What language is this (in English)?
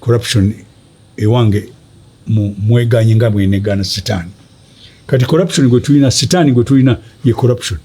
Ganda